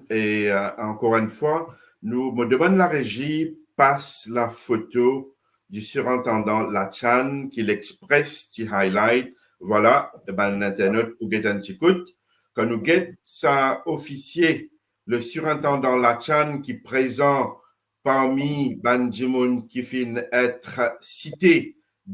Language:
Morisyen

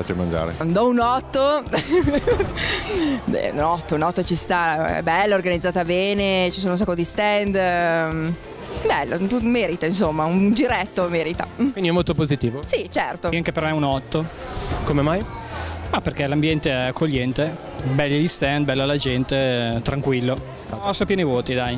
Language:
Italian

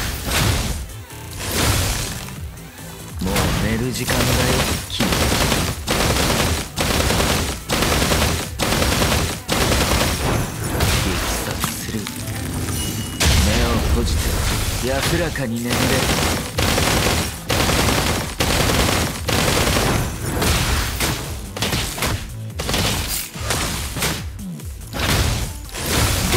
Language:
Japanese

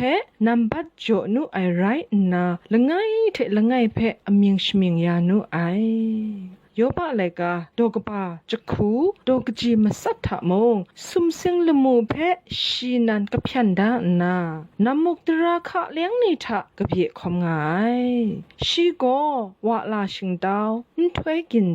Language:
Kachin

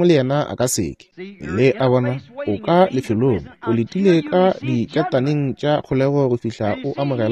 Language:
Northern Sotho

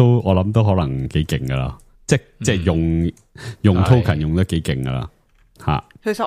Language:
Cantonese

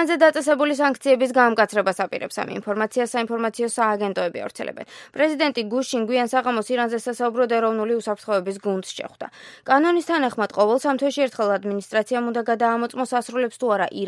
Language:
Georgian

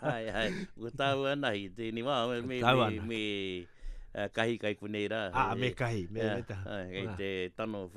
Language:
Latvian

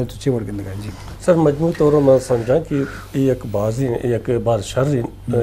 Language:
Eastern Balochi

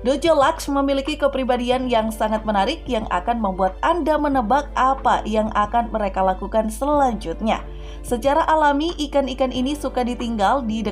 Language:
Indonesian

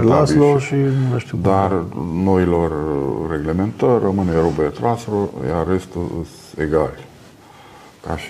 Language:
Romanian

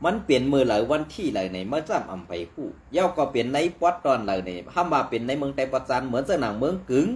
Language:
Shan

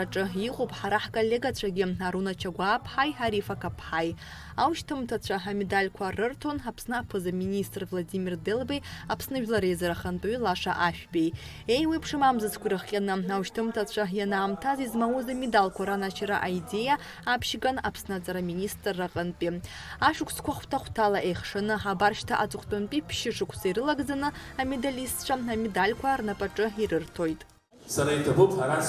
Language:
Abkhazian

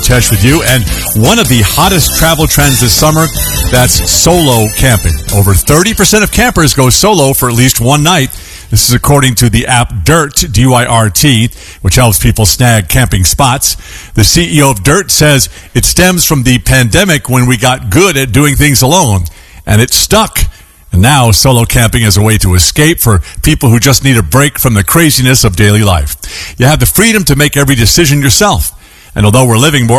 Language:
English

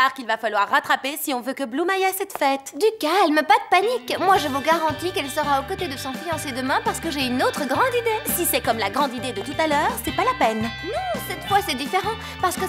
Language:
French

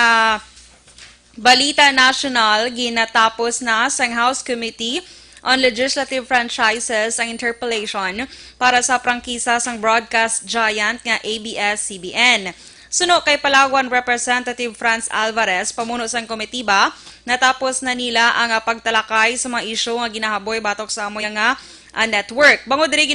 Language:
Hiligaynon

